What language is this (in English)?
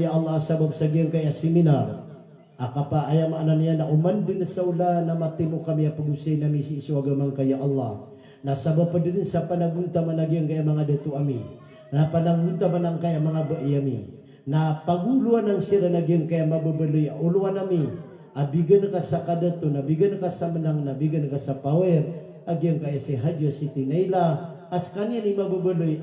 Maranao